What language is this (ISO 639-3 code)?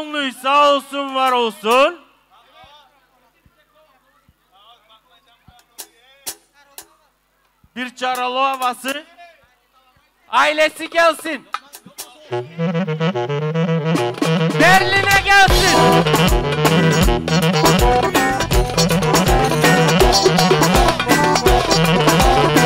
tur